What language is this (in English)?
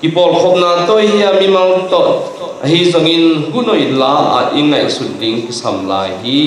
Tedim Chin